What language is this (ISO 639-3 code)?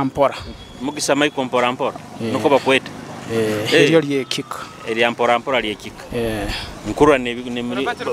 nyo